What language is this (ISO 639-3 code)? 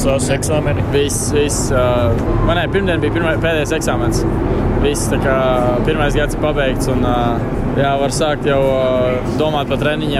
lav